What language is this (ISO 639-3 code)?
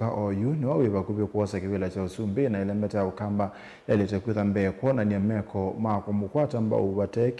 kam